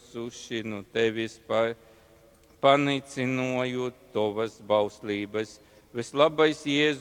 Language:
Latgalian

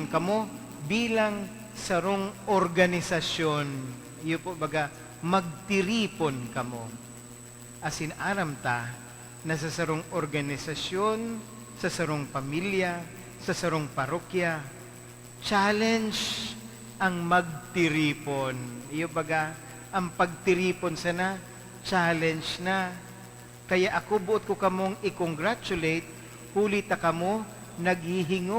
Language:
Bikol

